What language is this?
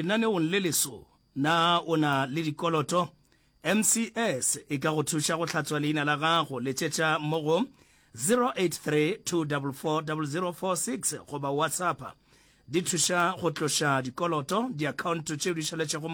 Northern Sotho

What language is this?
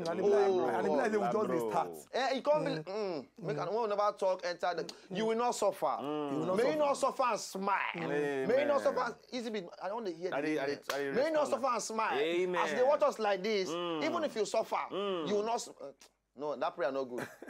Nigerian Pidgin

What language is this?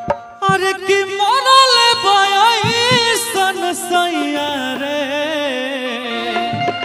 Bhojpuri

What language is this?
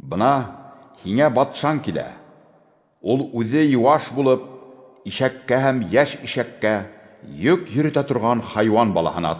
Bashkir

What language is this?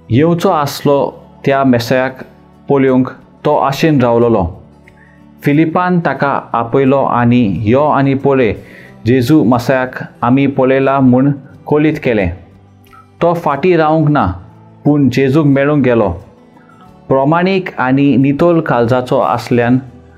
Konkani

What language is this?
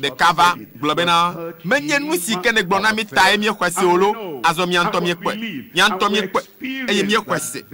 Ewe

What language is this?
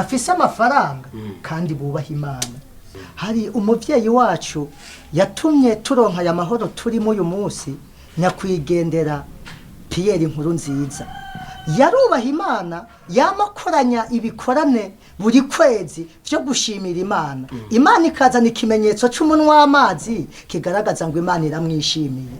Rundi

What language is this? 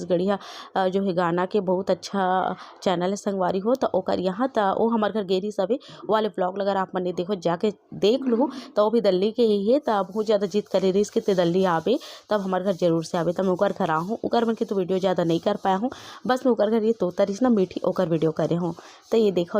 Chhattisgarhi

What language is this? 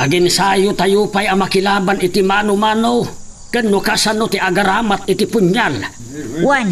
Iloko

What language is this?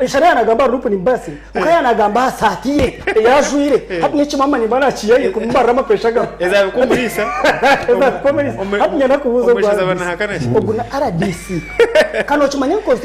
Nyankole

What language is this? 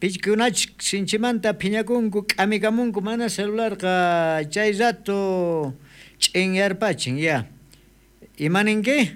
South Bolivian Quechua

